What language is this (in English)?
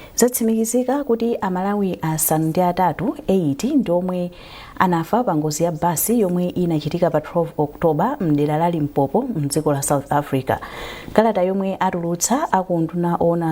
Nyanja